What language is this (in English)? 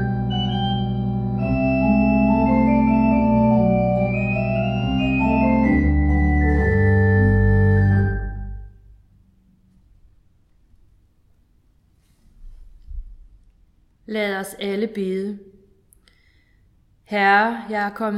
Danish